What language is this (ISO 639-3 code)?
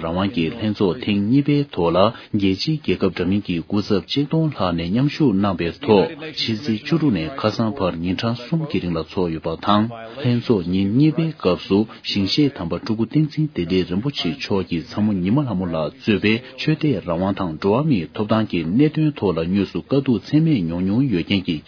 bod